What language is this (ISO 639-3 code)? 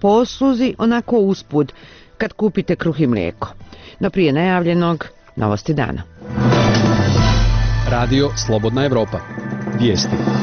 bos